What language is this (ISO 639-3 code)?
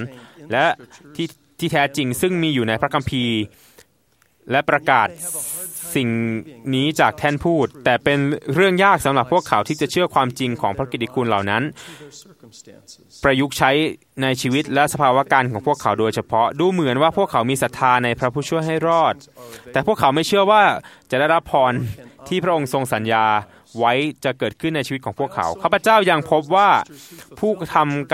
tha